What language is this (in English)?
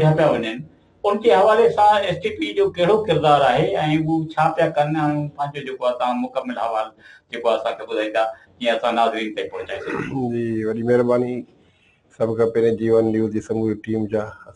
Sindhi